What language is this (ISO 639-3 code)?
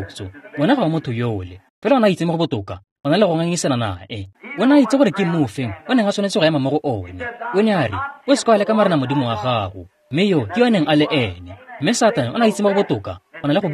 tsn